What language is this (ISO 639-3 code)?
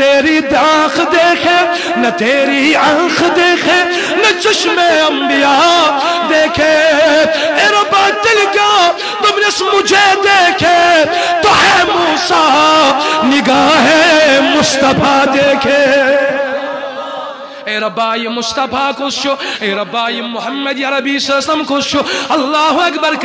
kas